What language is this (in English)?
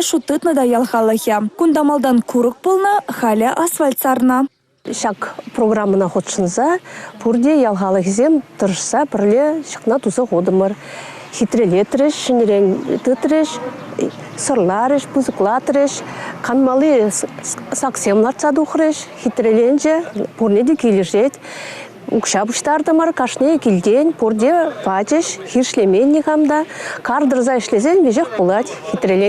Chuvash